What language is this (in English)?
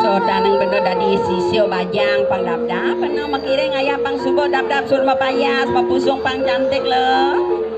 Balinese